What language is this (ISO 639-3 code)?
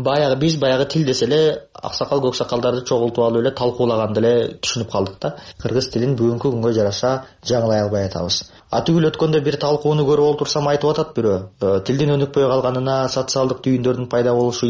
kir